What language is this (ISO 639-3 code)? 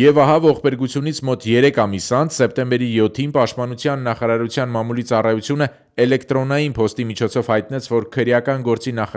hye